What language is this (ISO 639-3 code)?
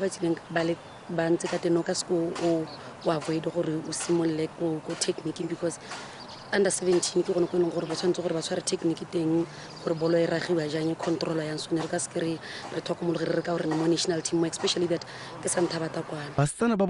tsn